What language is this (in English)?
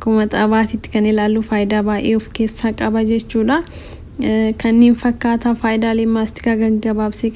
Oromo